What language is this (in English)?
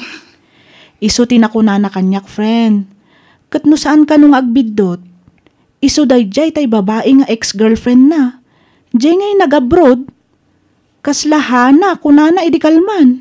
Iloko